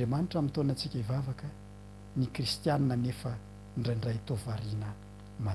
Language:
Malagasy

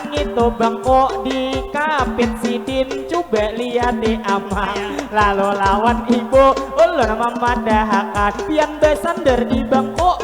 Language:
Banjar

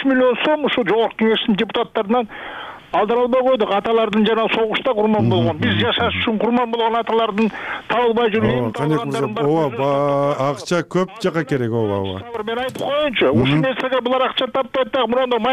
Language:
Kyrgyz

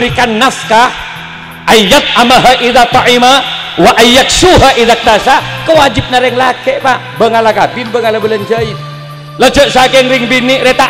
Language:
Madurese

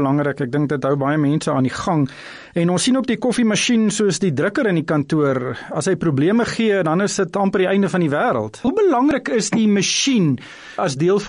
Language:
Afrikaans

